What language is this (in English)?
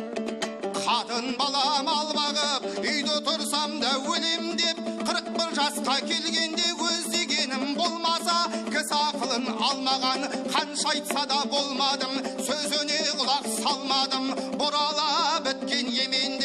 Kazakh